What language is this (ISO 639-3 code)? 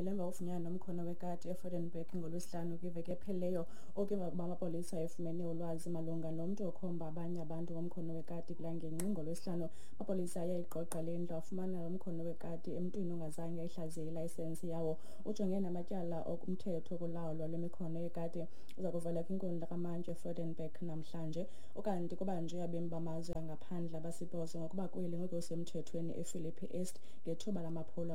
xho